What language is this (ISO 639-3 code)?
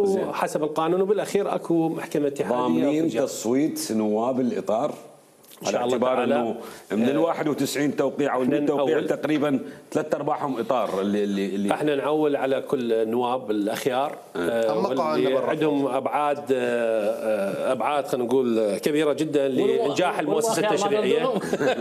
acm